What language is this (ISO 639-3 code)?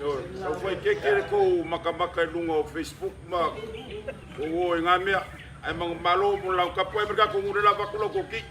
smo